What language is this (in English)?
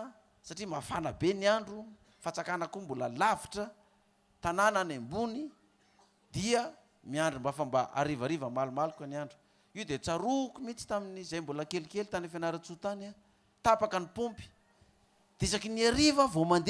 Malagasy